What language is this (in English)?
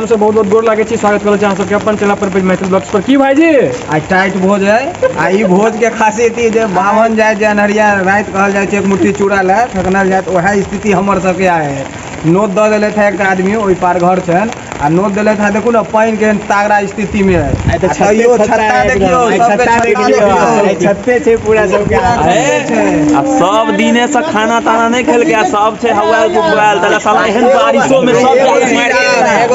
Maithili